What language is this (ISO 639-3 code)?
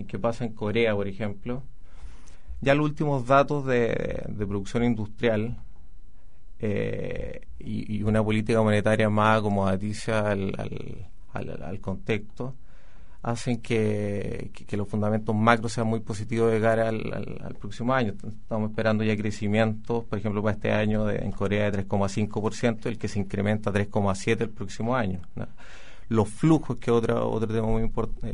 spa